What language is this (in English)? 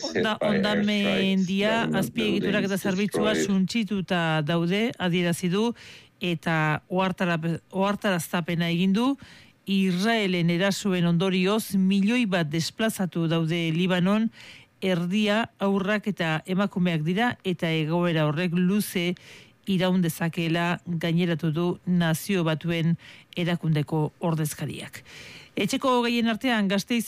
Basque